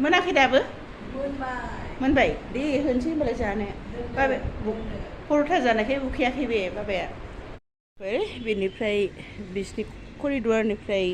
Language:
Bodo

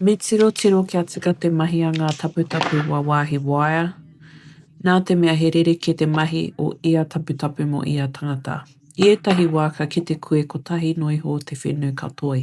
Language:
Māori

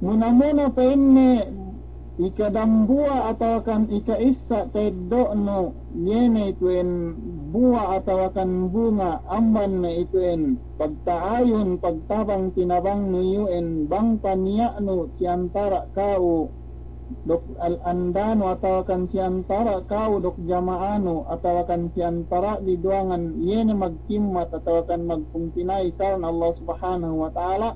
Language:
Yakan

